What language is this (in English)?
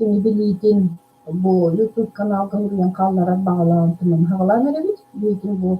Yakut